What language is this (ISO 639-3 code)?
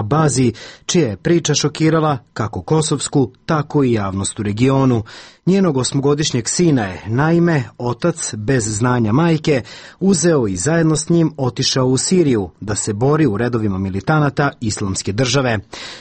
srp